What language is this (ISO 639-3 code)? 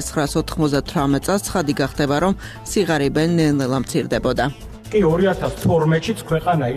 kat